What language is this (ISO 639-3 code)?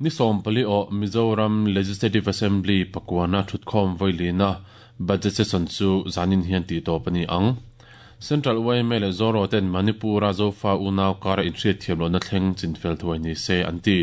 lus